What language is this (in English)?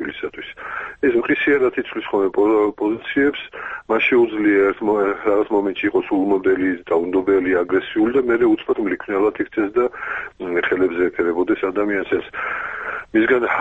Georgian